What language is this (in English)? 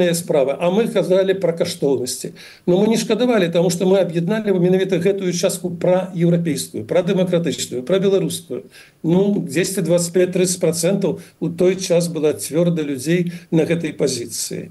Belarusian